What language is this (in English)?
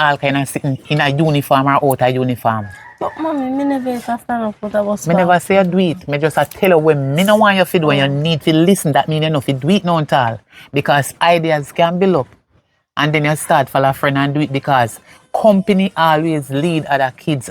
Jamaican Creole English